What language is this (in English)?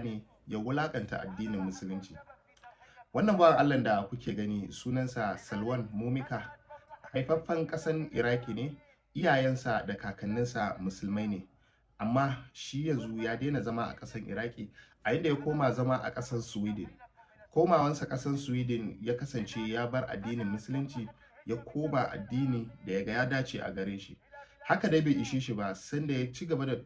Hausa